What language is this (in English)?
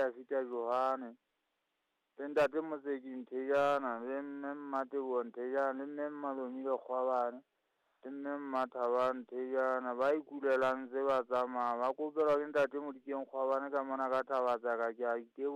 Southern Sotho